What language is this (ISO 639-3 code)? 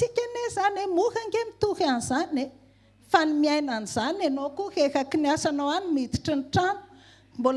mlg